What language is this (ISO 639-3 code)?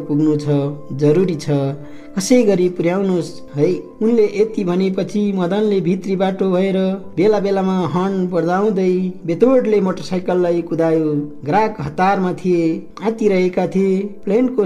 nep